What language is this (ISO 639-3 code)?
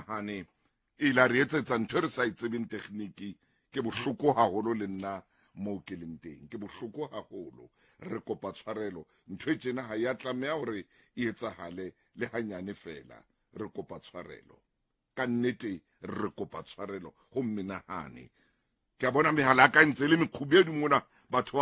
sot